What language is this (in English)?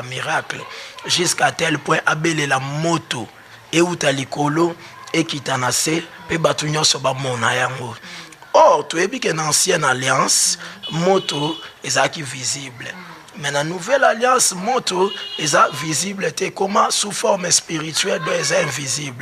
Lingala